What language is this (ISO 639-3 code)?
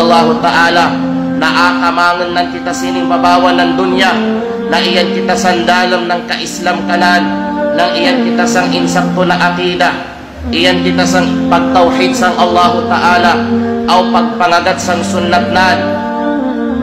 kqe